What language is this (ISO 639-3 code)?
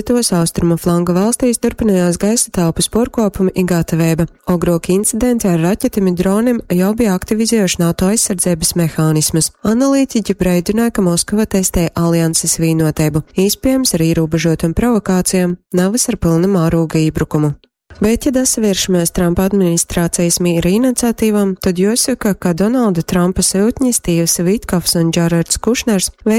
ltg